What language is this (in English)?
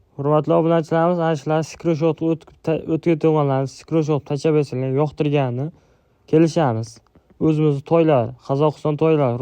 Uzbek